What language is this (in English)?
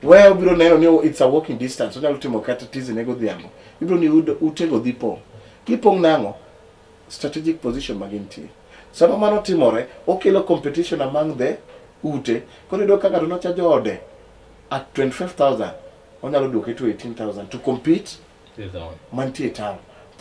Luo (Kenya and Tanzania)